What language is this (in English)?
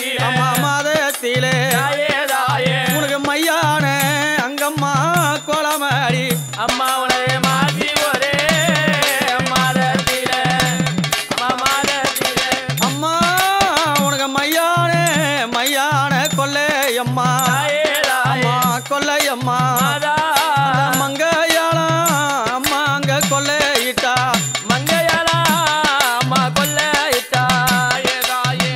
Tamil